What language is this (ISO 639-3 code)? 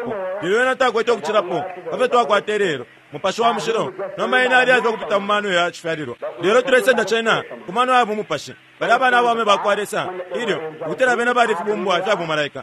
bem